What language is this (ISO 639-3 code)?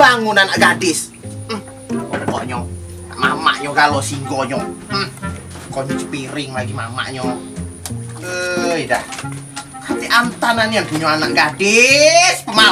mui